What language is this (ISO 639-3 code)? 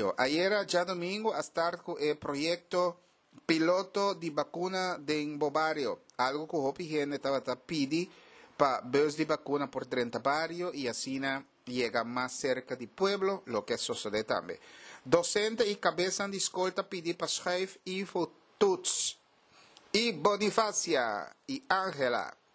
pap